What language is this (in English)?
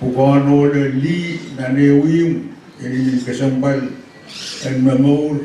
Pohnpeian